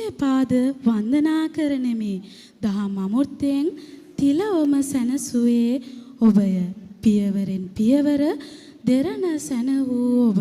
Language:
Sinhala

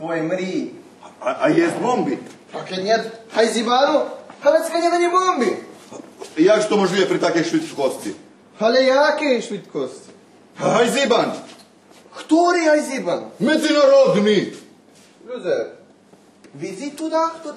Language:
Rusyn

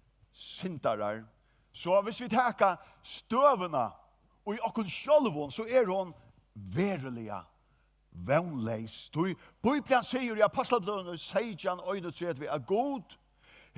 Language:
Faroese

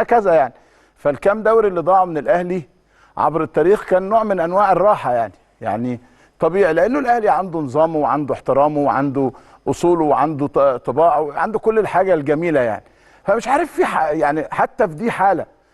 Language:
Egyptian Arabic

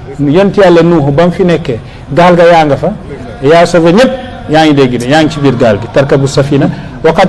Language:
Wolof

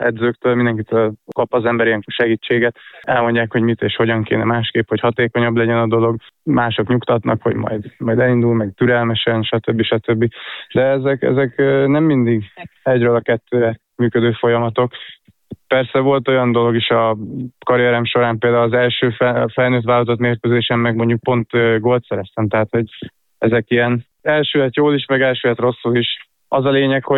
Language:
Hungarian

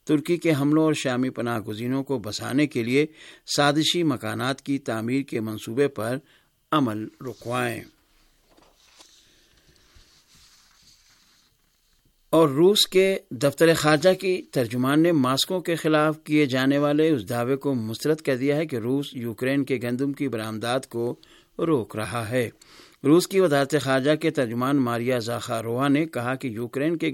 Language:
Urdu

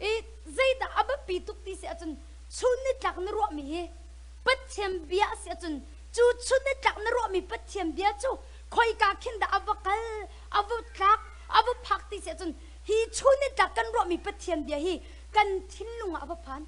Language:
Hakha Chin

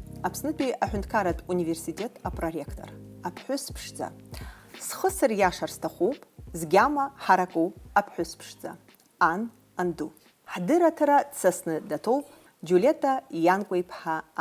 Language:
Abkhazian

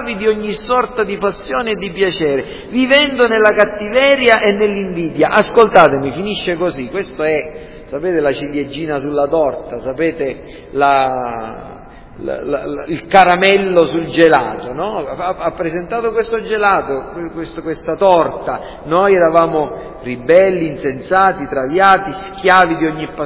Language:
Italian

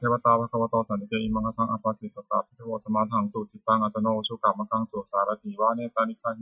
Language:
Pali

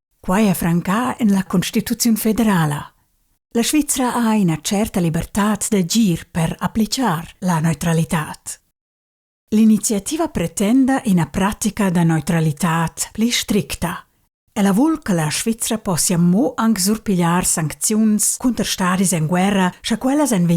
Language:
Romansh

